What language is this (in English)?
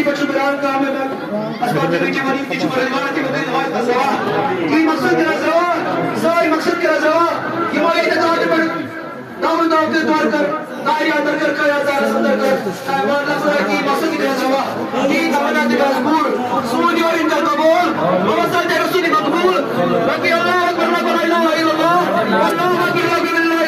Kashmiri